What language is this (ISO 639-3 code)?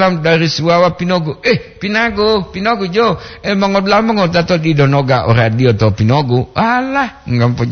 gor